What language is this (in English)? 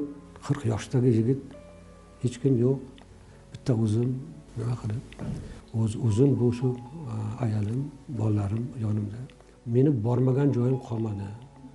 Uzbek